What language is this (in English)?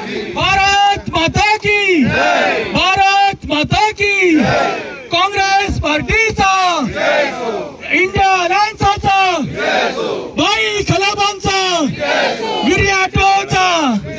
Konkani